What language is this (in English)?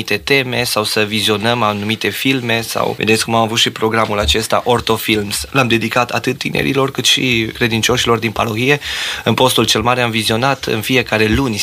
Romanian